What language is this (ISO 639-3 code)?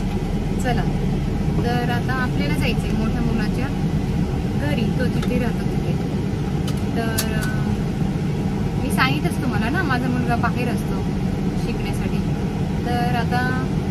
mar